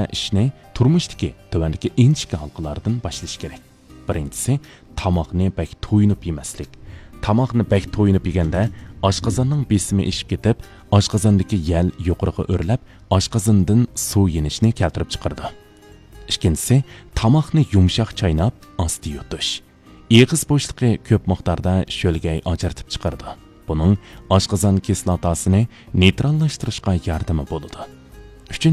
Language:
Uyghur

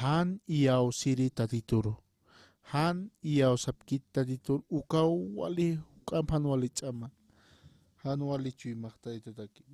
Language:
Aymara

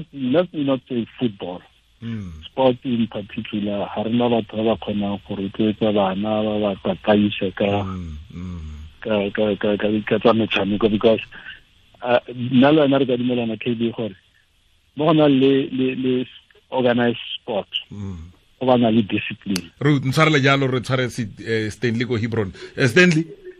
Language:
Tswana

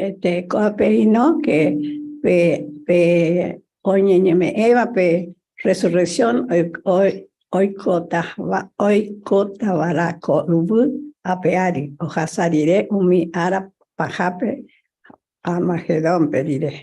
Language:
Guarani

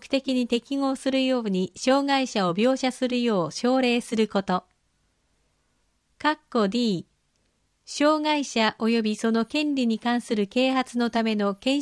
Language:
Japanese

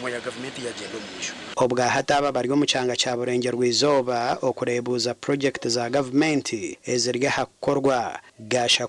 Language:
Nyankole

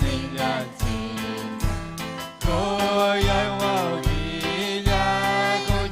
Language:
Ayacucho Quechua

